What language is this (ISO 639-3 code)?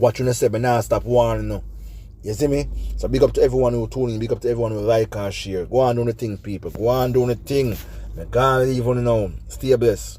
jam